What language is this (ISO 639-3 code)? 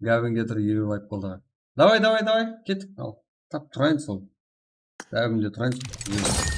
kaa